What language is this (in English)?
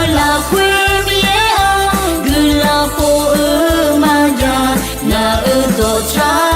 Akha